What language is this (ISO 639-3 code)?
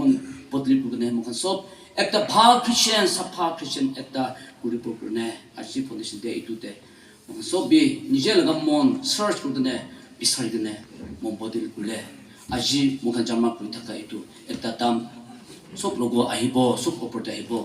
nag